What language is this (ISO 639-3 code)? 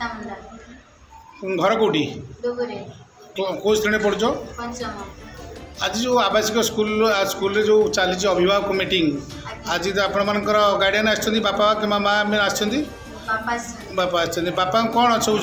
ori